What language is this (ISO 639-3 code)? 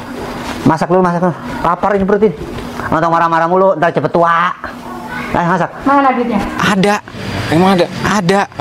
bew